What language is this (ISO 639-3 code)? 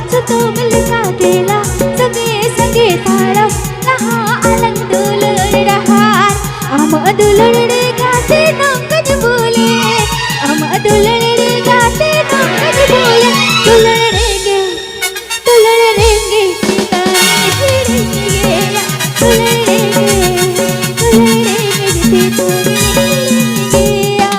sat